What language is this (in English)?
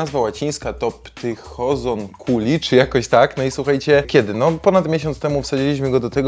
Polish